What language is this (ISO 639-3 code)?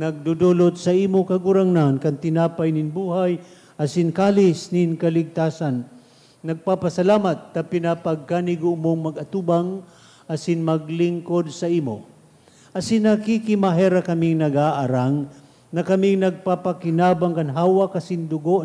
bik